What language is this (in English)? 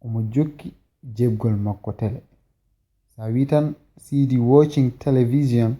Fula